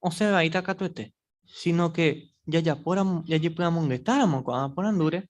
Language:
Guarani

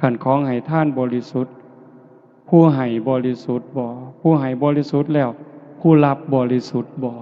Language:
Northeastern Thai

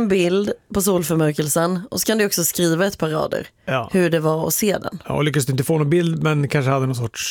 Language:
Swedish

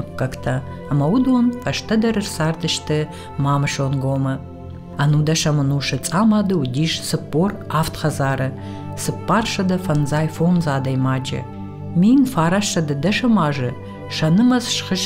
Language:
Ossetic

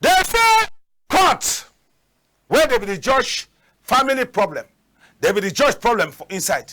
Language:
Cameroon Pidgin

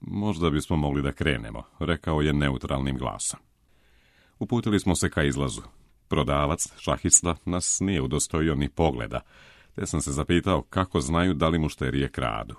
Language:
Serbian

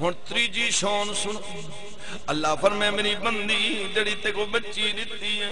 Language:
Saraiki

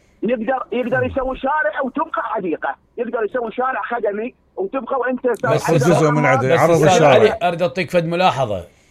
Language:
Mesopotamian Arabic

